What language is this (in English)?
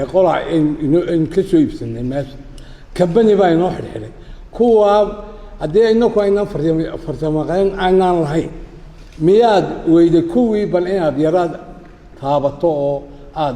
Somali